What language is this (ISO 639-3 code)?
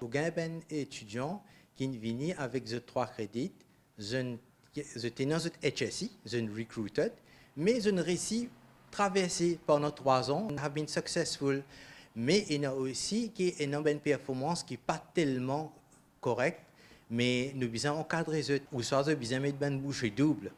mfe